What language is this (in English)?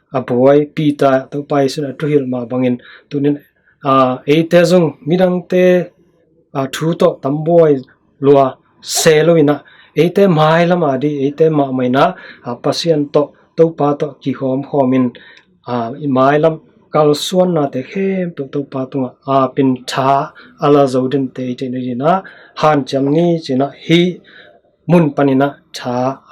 Tedim Chin